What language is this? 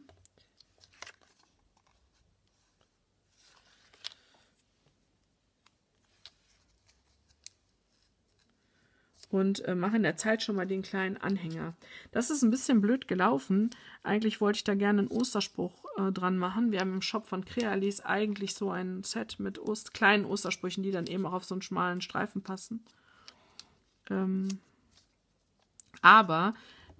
German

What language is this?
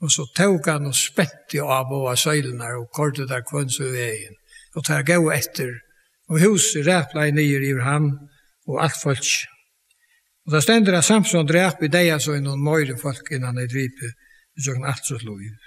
Faroese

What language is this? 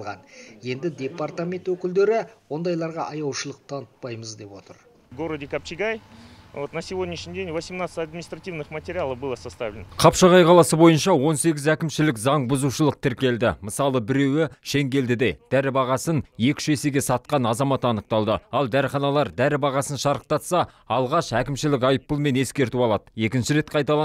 Kazakh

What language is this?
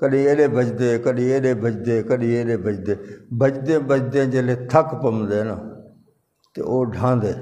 Saraiki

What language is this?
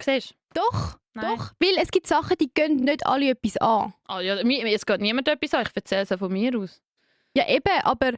Swiss German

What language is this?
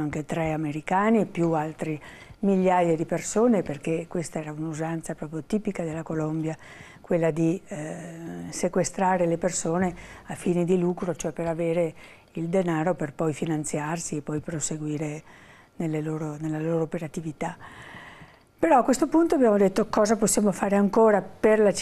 Italian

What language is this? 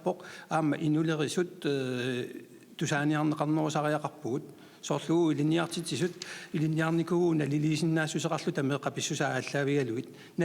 Kalaallisut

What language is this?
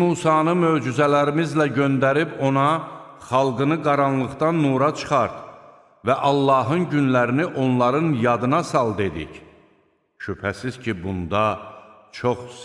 Azerbaijani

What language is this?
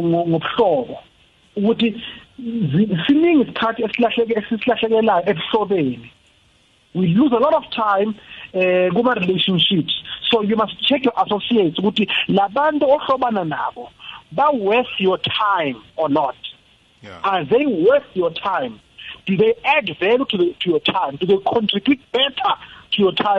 South Ndebele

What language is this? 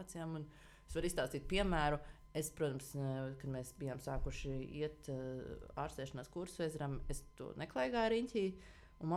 Latvian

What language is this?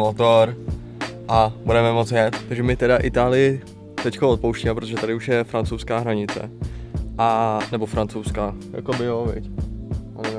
Czech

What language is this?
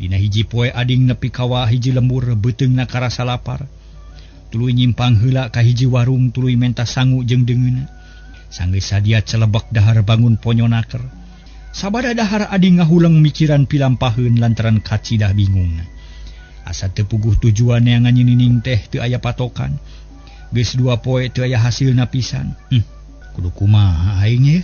Sundanese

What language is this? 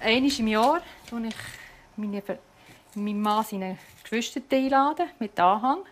Swiss German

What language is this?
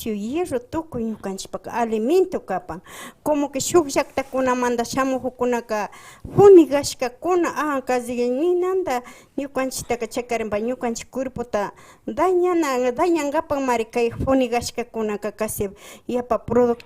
Imbabura Highland Quichua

